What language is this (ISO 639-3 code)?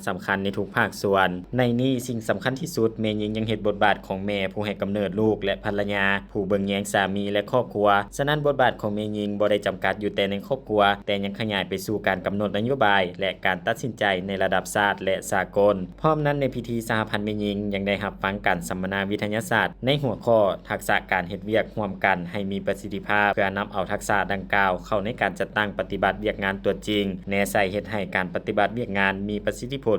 lao